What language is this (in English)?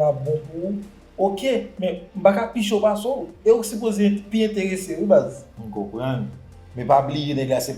Haitian Creole